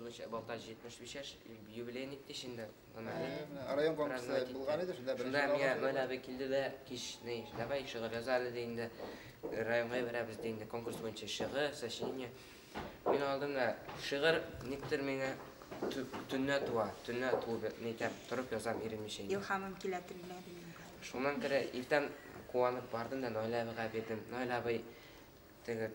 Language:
Bashkir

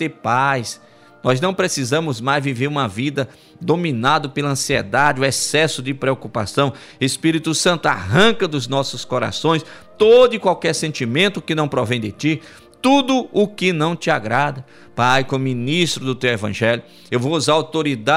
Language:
Portuguese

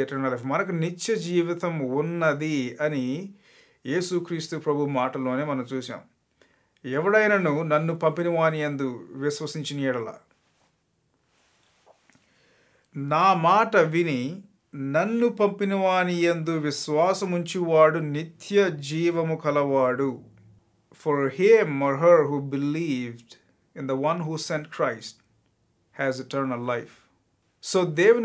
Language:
Telugu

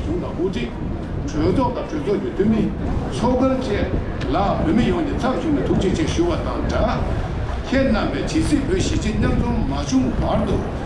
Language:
Tibetan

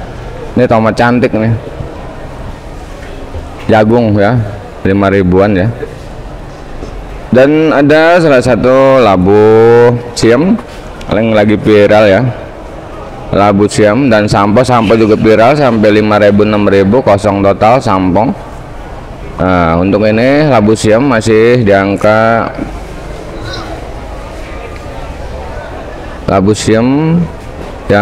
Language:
Indonesian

